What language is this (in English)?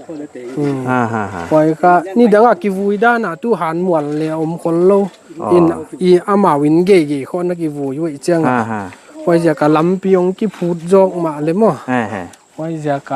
Paite Chin